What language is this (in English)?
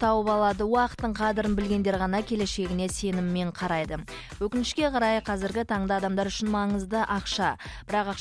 Kazakh